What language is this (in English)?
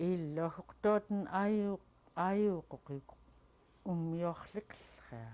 Central Yupik